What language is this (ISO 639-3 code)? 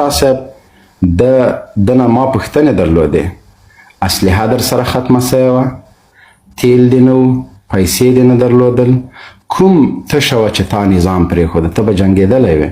pus